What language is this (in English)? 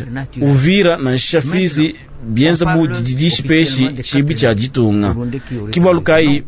Luba-Lulua